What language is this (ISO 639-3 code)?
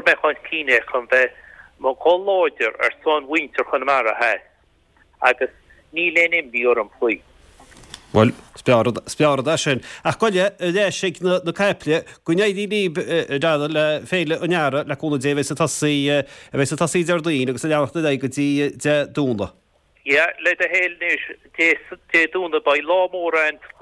gle